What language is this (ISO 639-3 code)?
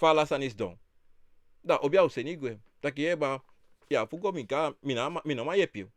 srn